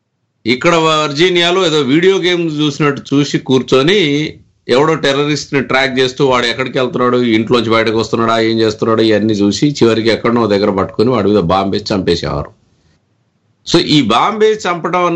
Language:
Telugu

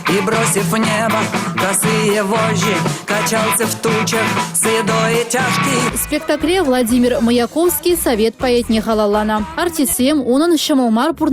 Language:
Chuvash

